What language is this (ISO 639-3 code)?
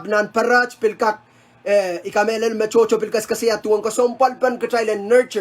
pon